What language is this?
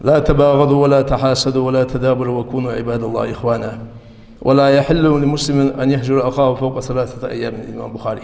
Ingush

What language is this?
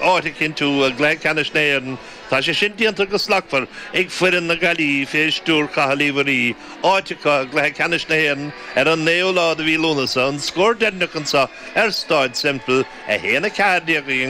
Irish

